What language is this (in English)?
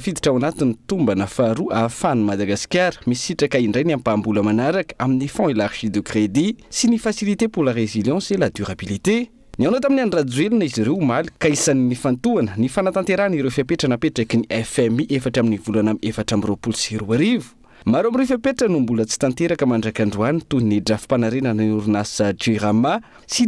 Malagasy